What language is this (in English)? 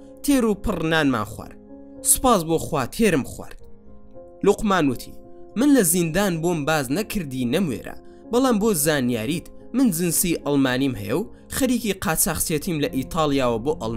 Central Kurdish